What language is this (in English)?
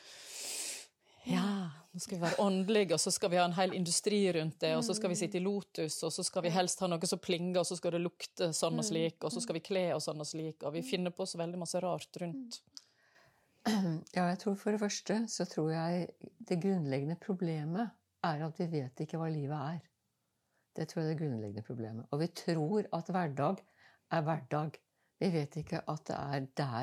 Norwegian